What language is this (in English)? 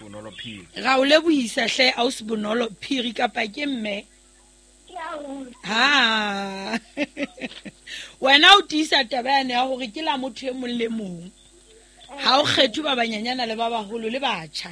Southern Sotho